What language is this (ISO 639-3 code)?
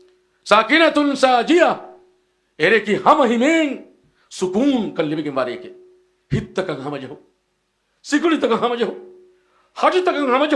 div